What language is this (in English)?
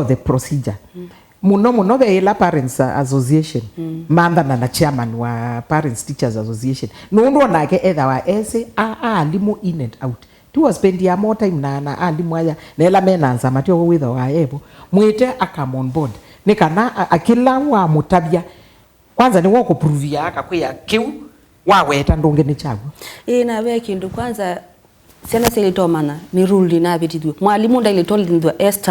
Kamba